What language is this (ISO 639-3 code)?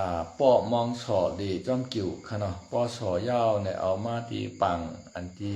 shn